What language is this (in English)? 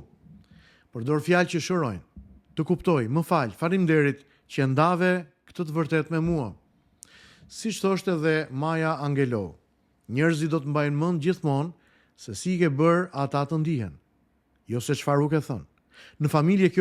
Albanian